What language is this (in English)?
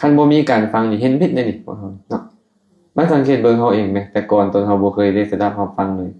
Lao